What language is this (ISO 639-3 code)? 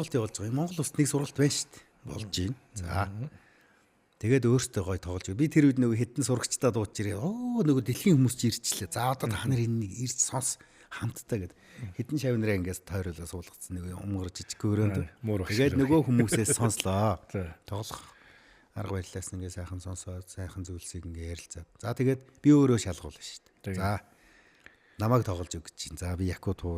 mon